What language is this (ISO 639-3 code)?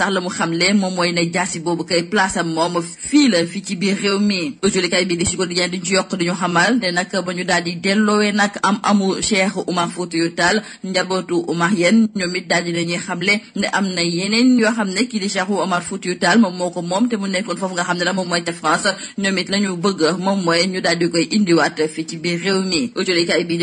wol